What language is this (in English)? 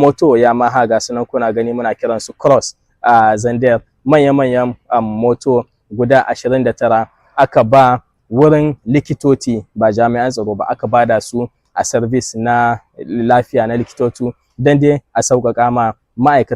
Hausa